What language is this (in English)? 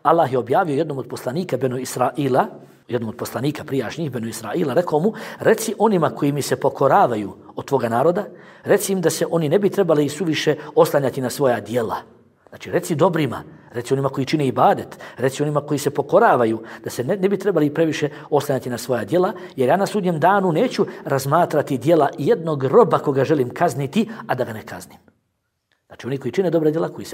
Bosnian